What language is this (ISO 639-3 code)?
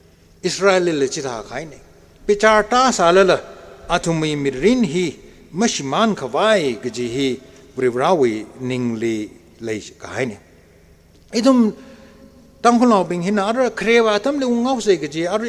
nmf